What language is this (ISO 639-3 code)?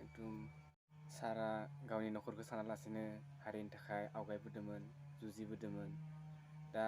brx